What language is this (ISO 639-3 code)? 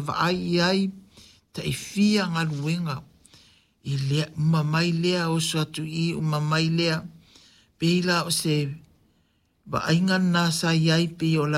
smo